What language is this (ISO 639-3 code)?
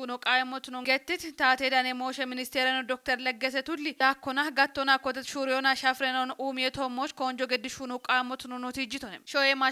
kbr